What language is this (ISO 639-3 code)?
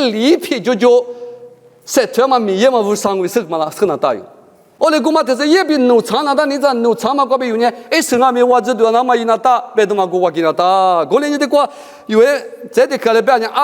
lis